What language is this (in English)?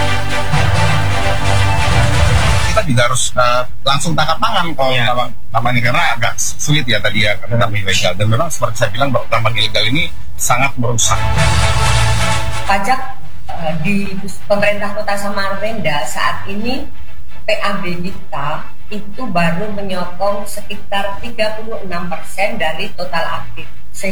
Indonesian